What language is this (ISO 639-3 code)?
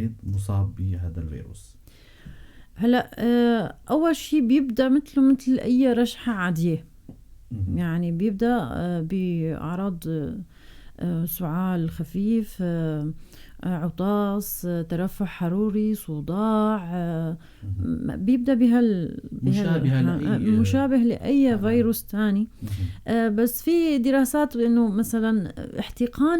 apc